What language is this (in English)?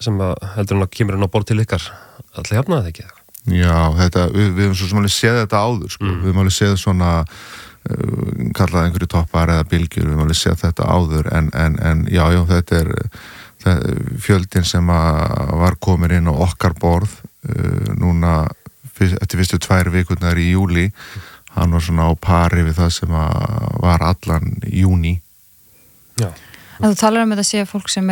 Icelandic